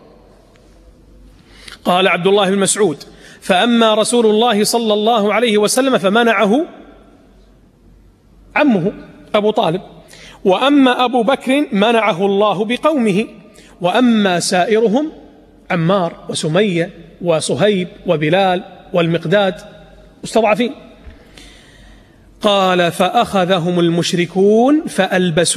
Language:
Arabic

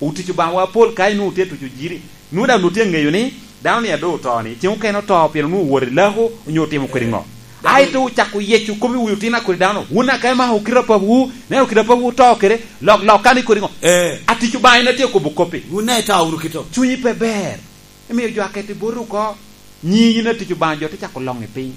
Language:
Lango (Uganda)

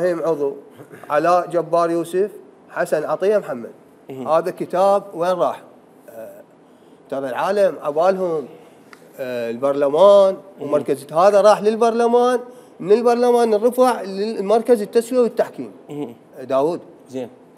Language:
Mesopotamian Arabic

